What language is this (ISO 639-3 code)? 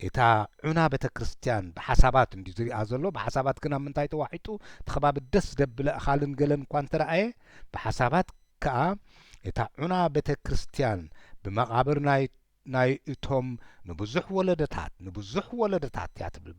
tir